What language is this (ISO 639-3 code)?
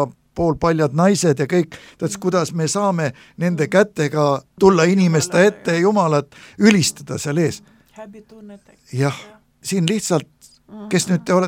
est